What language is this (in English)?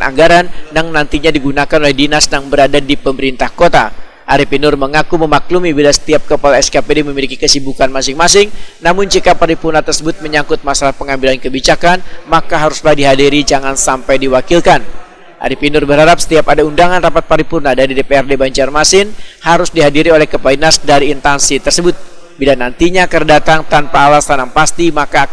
Banjar